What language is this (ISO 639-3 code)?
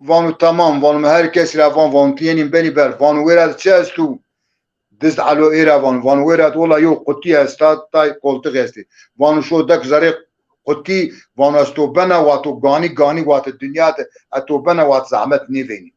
zza